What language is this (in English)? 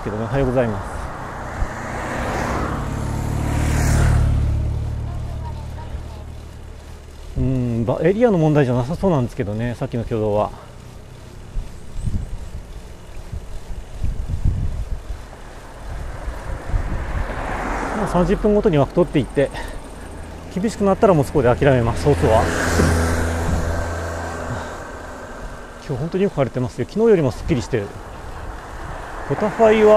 Japanese